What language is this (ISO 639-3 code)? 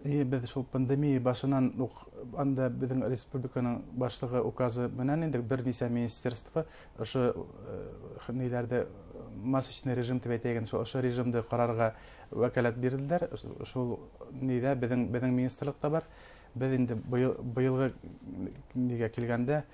bak